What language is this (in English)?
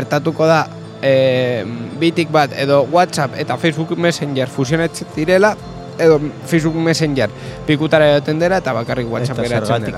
Basque